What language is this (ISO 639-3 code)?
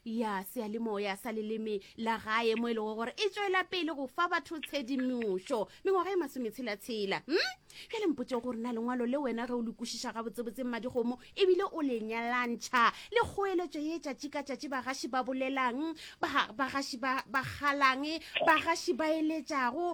nso